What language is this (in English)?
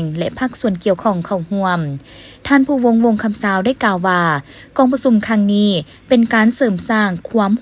Lao